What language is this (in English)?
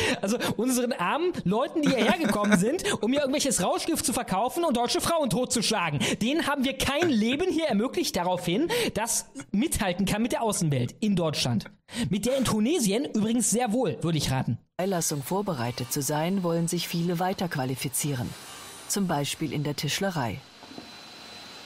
German